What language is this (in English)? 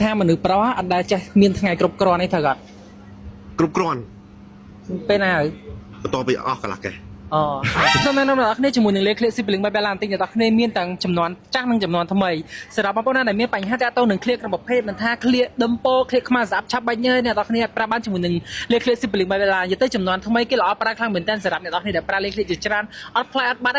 Khmer